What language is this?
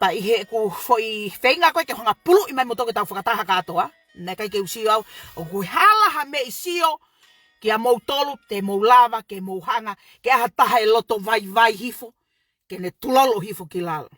Tongan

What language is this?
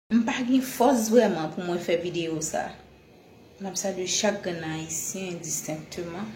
Haitian Creole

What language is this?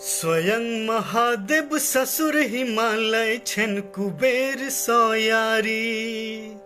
Maithili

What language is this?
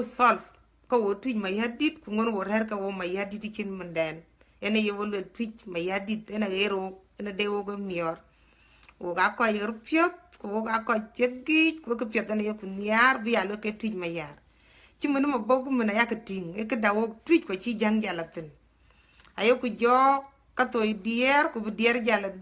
Dinka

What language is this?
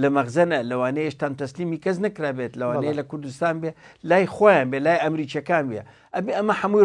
Central Kurdish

